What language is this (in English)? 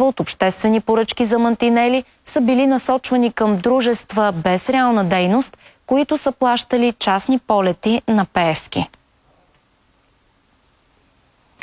Bulgarian